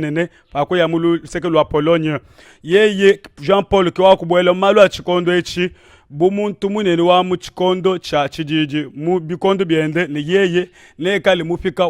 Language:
Luba-Lulua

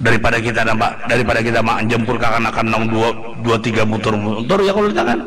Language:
Banjar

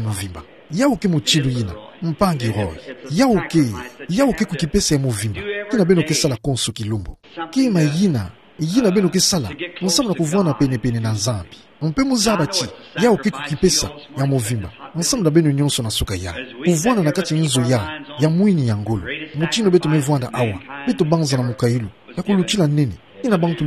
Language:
Kituba (Democratic Republic of Congo)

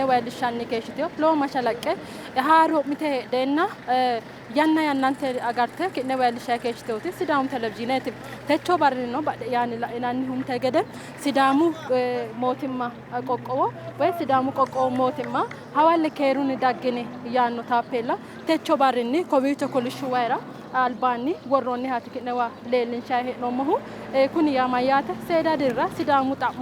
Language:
Sidamo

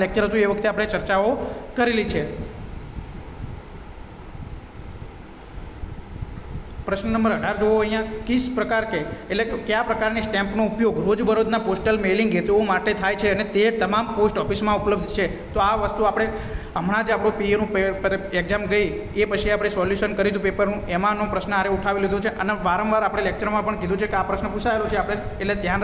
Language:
Gujarati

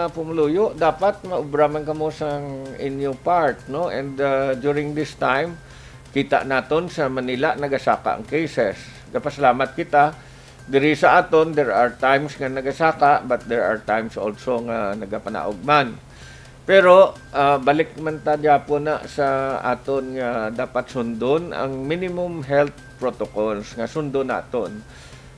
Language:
Hiligaynon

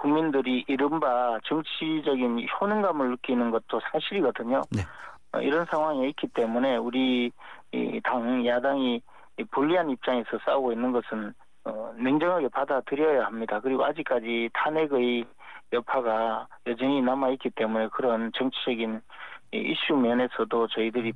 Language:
Korean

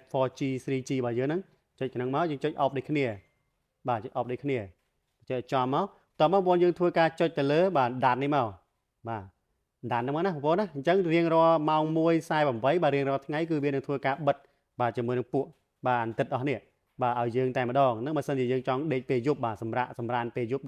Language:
Khmer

